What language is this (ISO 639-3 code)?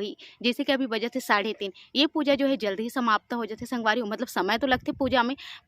hne